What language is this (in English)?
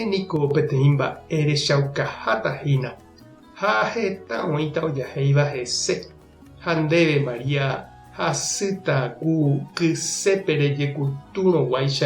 Guarani